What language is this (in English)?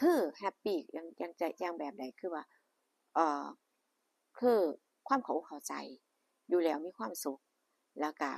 Northeastern Thai